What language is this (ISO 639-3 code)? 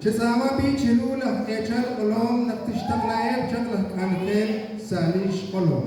kek